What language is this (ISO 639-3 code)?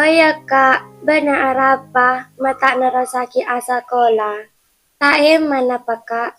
mad